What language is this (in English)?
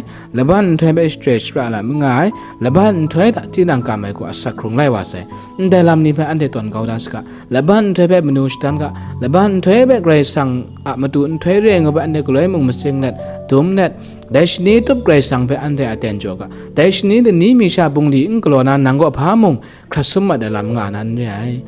Kachin